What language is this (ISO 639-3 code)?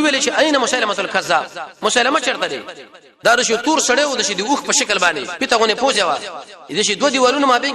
pus